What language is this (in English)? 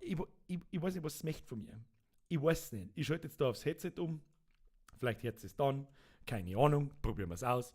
Bavarian